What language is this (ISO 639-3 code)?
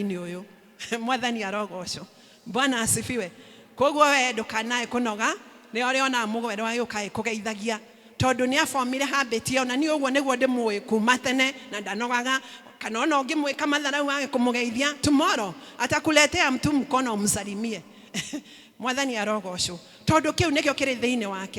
kik